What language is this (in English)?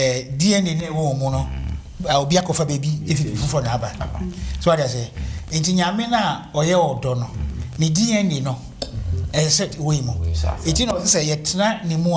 Akan